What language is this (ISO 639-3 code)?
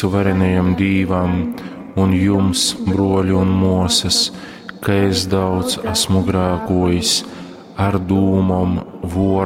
ltg